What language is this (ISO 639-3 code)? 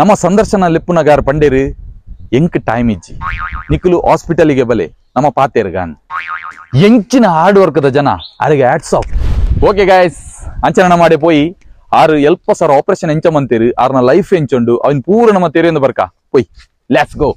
tcy